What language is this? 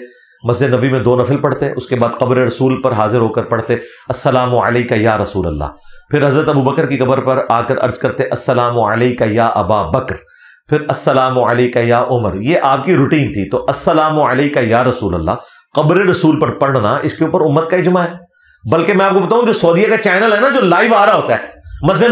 Urdu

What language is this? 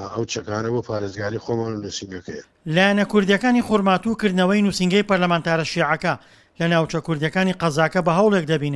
Central Kurdish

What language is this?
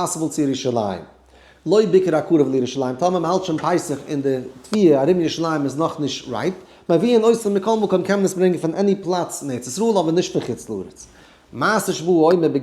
Yiddish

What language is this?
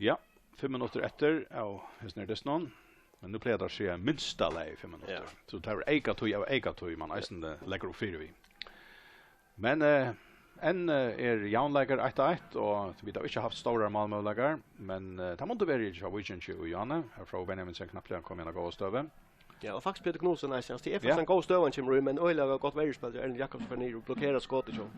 Faroese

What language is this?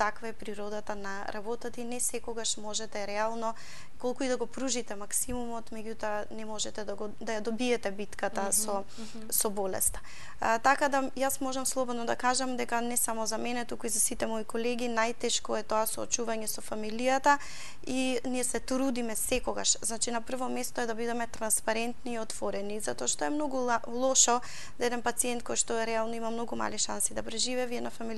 Macedonian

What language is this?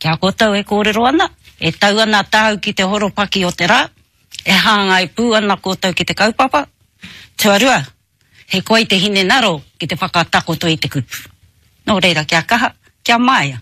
Māori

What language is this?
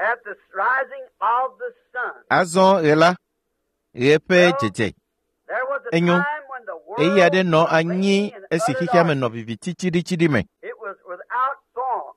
Ewe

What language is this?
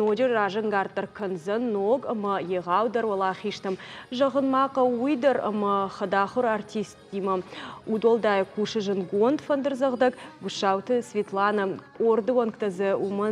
Ossetic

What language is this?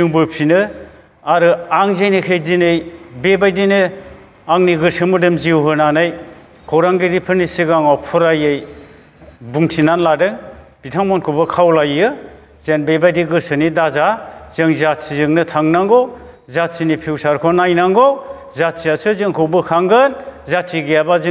Bodo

